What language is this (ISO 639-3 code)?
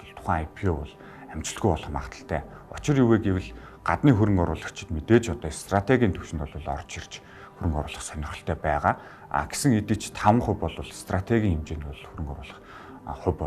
mon